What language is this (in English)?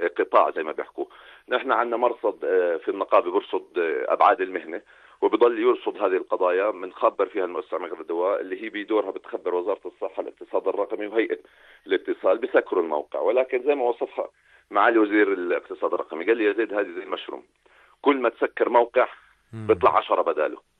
North Levantine Arabic